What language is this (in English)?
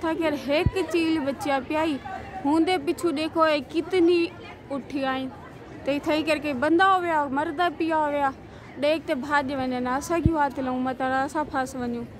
Saraiki